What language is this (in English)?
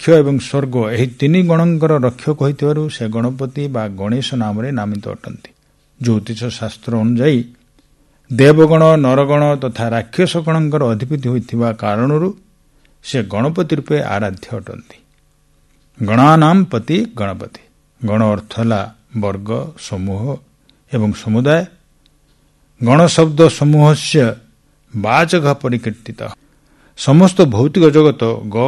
Odia